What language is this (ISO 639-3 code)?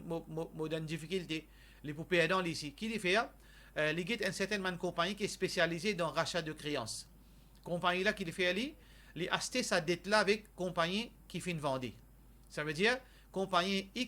mfe